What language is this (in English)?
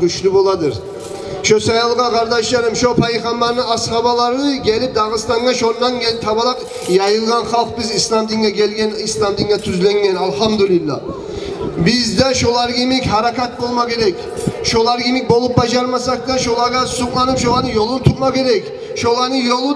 Kumyk